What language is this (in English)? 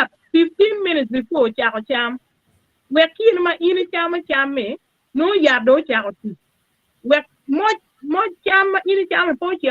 Acoli